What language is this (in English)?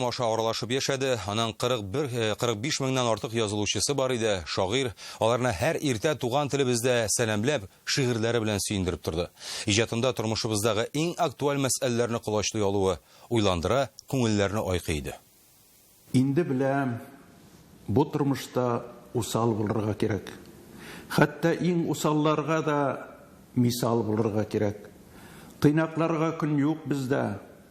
Tatar